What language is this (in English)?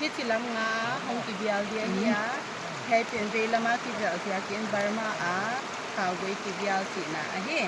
Paite Chin